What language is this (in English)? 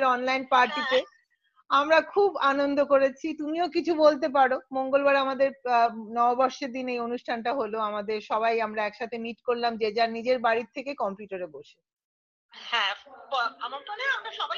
Bangla